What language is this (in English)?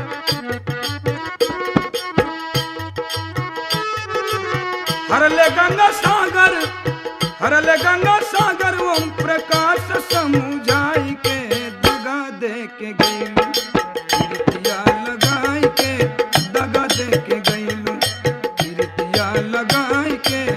Bhojpuri